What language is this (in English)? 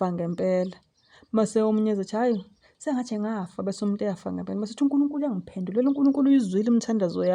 Zulu